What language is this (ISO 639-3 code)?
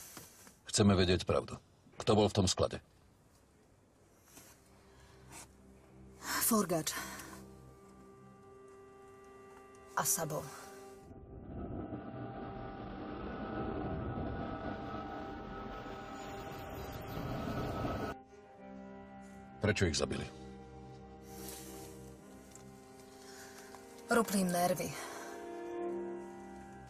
slk